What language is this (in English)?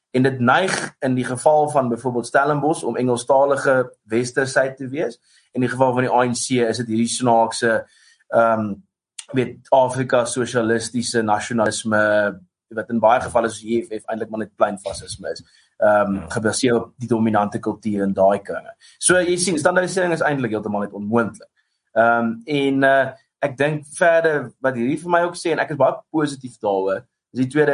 Afrikaans